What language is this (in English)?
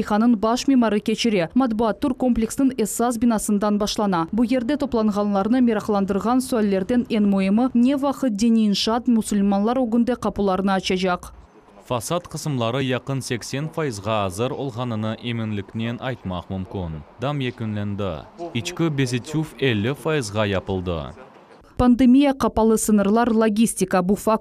Crimean Tatar